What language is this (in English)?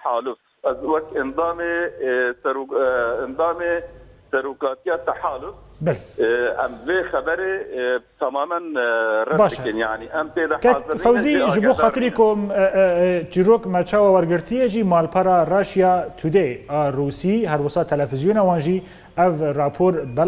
Kurdish